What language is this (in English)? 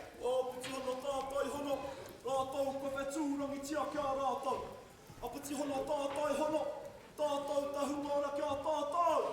Māori